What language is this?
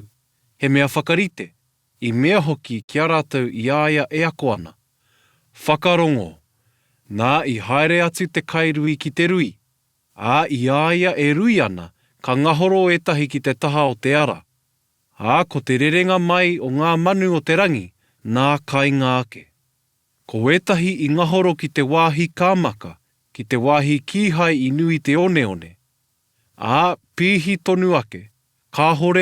Māori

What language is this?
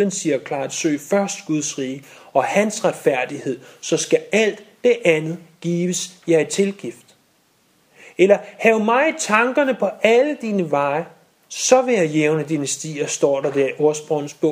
Danish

